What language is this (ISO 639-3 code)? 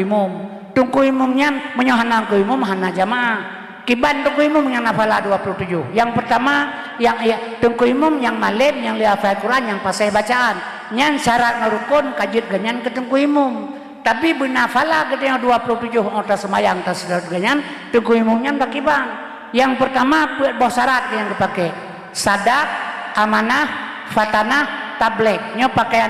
ace